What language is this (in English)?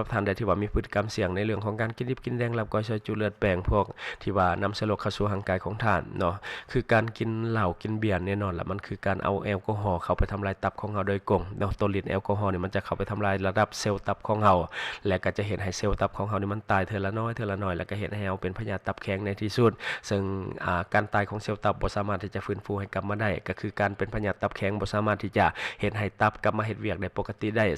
Lao